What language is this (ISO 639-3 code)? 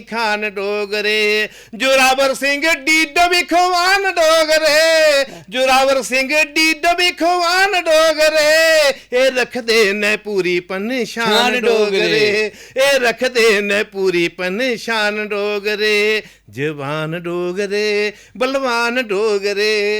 doi